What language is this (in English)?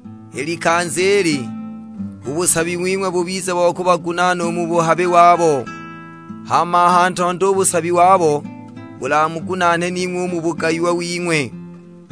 Sukuma